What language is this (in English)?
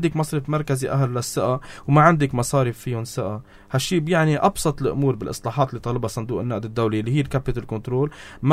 North Levantine Arabic